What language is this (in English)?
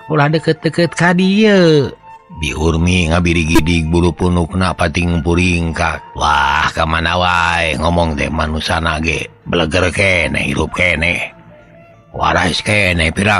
Sundanese